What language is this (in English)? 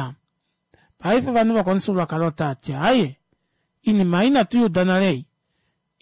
Kuanyama